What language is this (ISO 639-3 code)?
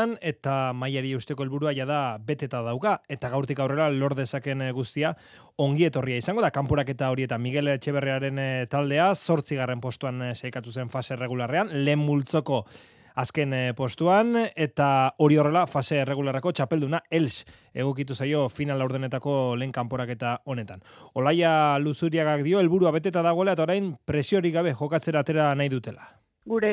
eus